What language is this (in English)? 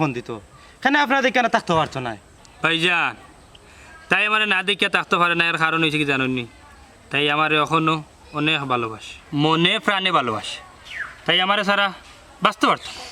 Sylheti